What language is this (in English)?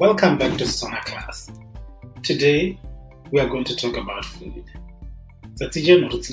Tswana